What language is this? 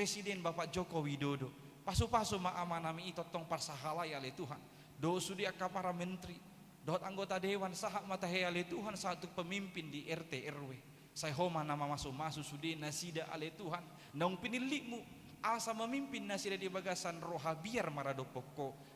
Batak Toba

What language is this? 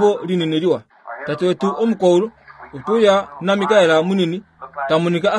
Kuanyama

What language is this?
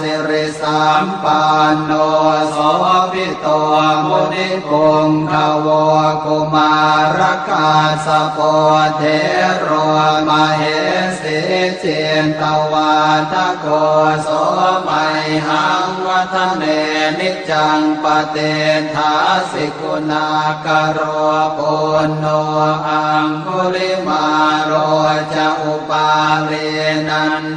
Pali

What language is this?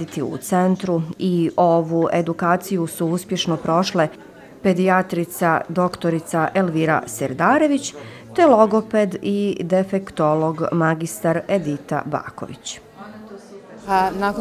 Bosnian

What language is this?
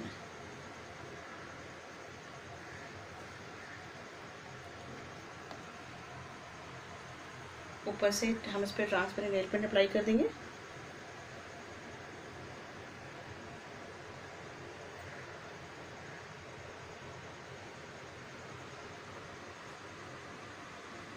Hindi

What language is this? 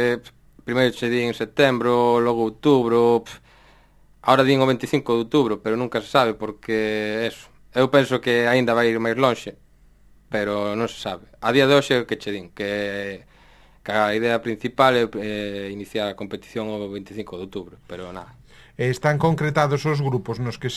Galician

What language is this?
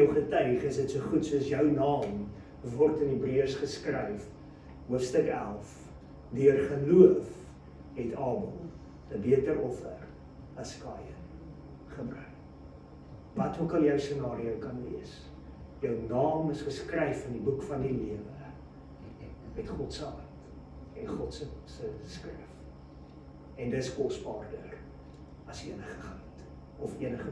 Afrikaans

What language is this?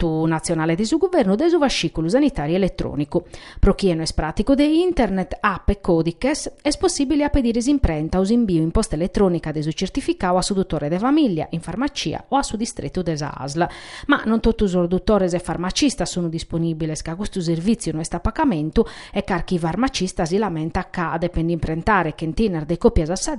Sardinian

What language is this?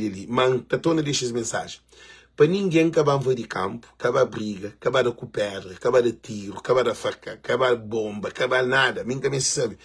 Kabuverdianu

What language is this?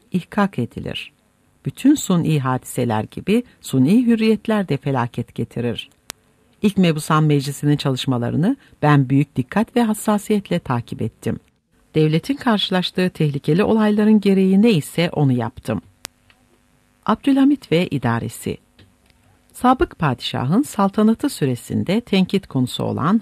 Turkish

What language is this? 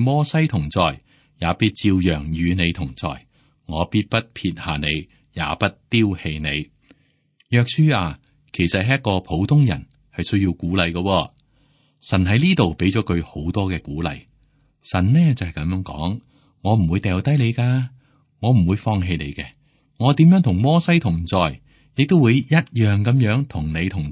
Cantonese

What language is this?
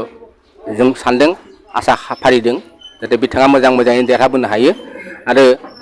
Bodo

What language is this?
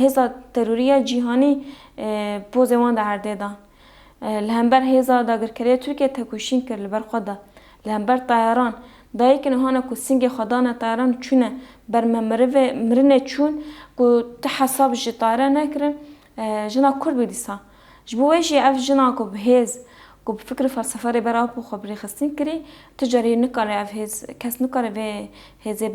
Kurdish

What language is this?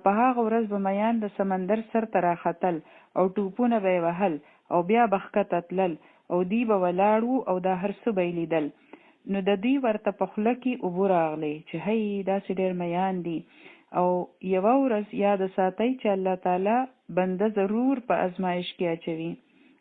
Pashto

